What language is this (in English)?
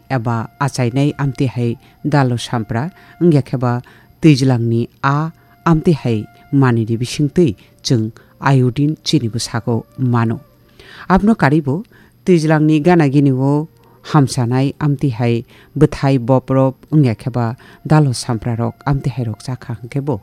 Kok Borok